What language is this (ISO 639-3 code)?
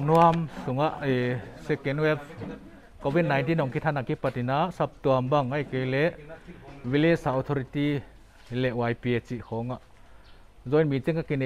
pck